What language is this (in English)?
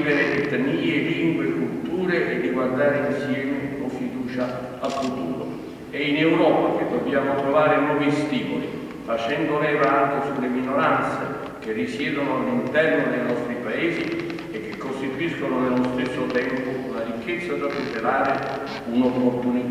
Italian